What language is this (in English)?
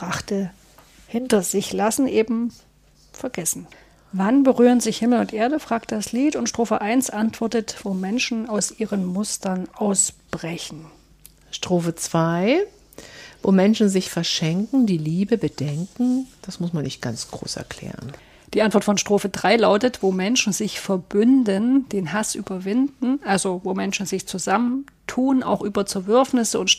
German